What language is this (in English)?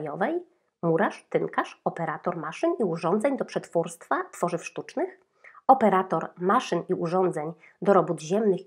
Polish